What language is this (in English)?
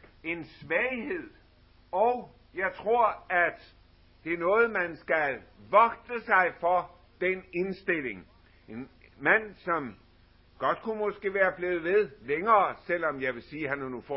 Danish